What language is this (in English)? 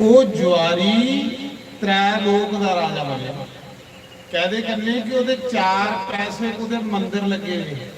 Dogri